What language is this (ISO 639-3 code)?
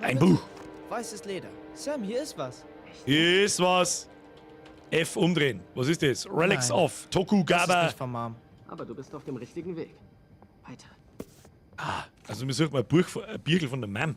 bar